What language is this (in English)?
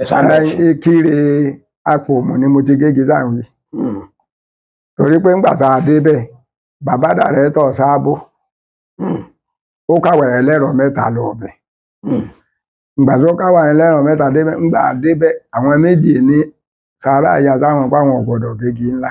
Yoruba